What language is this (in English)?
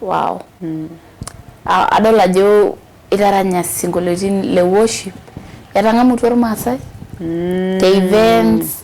Masai